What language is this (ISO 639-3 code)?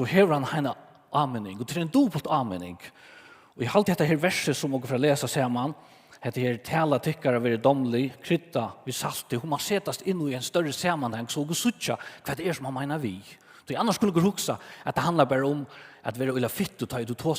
fao